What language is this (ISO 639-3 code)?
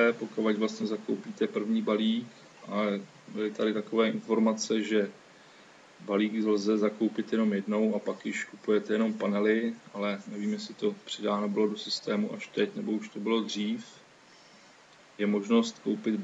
ces